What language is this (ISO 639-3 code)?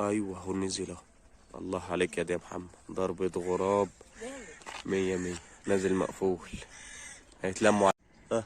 arz